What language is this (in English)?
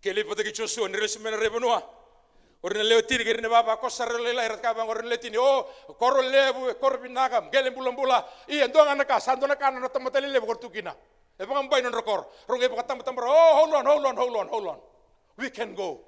Fijian